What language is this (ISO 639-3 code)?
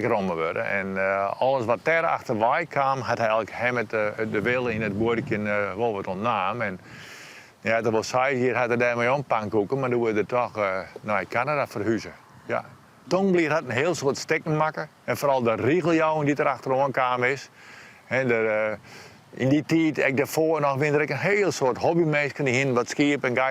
fry